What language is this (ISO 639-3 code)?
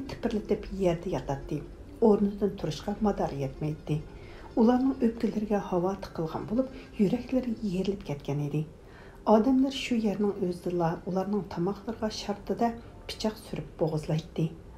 uig